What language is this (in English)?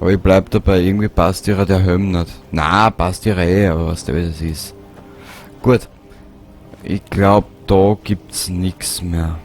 Bavarian